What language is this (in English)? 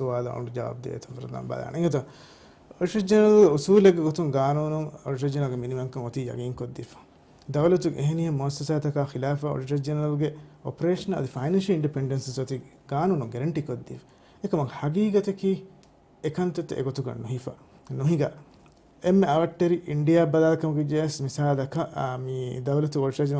Divehi